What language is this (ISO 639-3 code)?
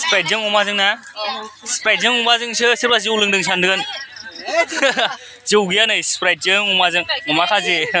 brx